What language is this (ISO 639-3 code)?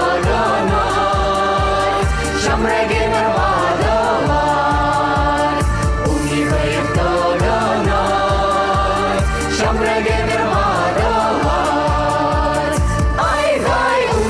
chv